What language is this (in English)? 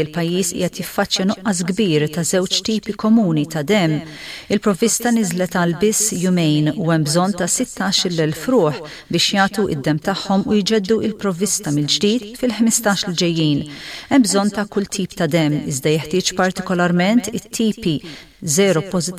Maltese